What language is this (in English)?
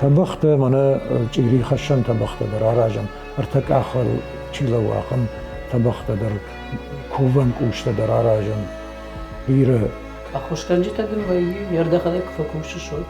Ossetic